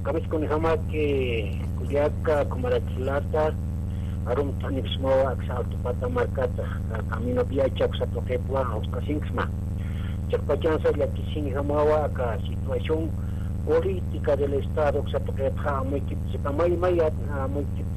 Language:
Aymara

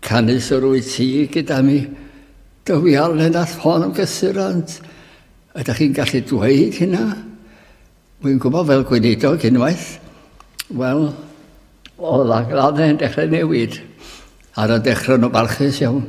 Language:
Welsh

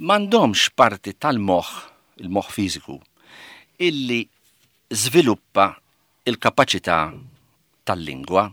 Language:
Maltese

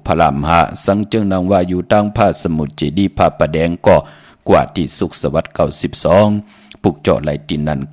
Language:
Shan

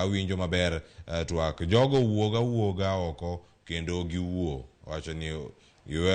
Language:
Luo (Kenya and Tanzania)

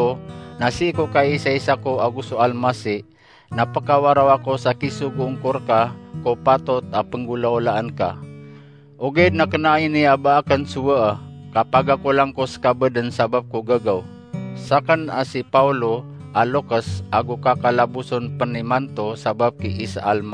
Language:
Maranao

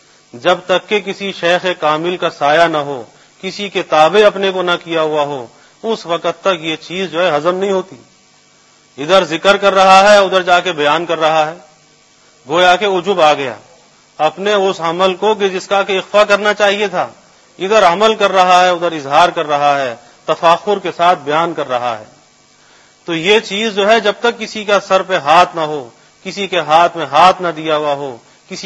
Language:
Urdu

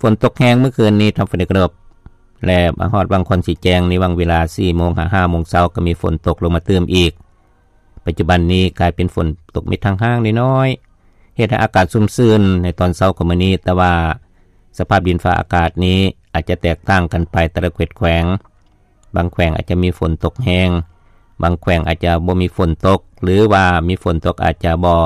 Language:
Lao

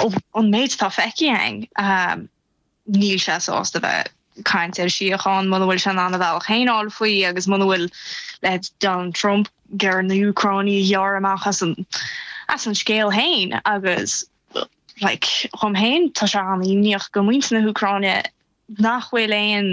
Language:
Irish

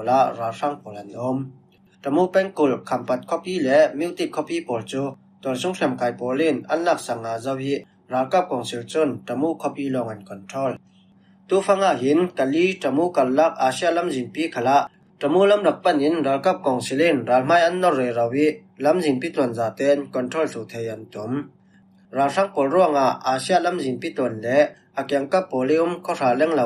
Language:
Falam Chin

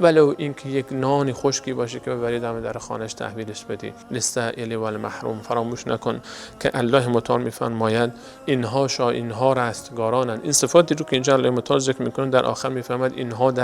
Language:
Persian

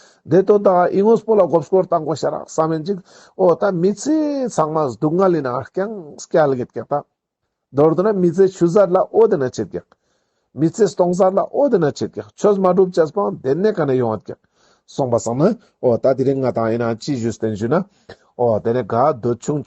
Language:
Ladakhi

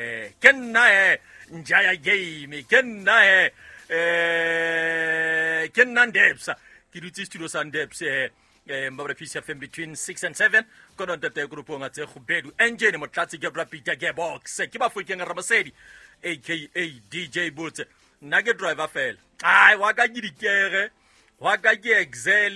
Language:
Southern Sotho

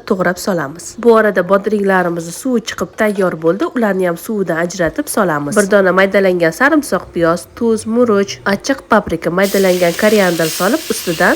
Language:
Uzbek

